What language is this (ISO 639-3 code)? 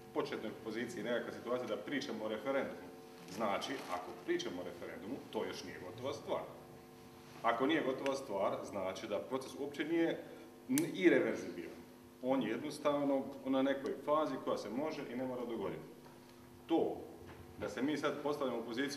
hrv